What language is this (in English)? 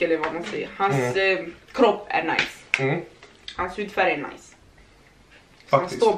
Swedish